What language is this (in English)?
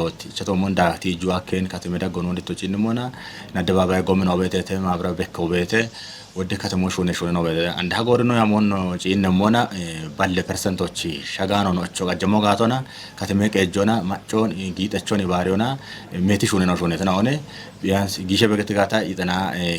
Kafa